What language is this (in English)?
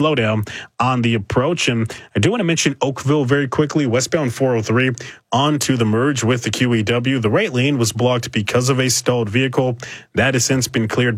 English